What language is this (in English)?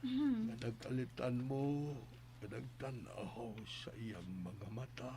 Cebuano